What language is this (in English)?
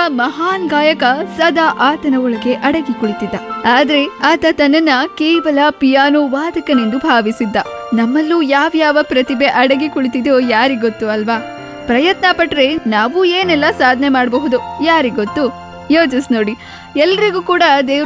Kannada